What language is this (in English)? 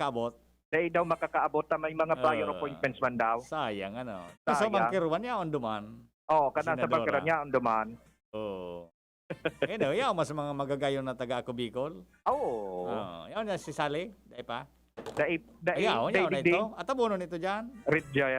Bikol